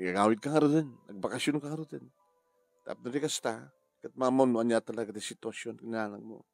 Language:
Iloko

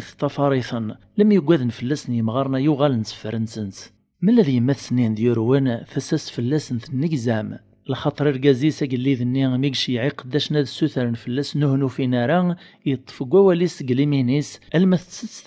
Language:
Kabyle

